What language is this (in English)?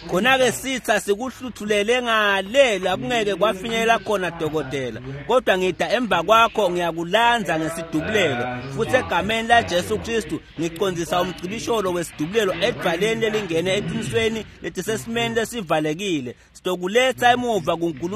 Swati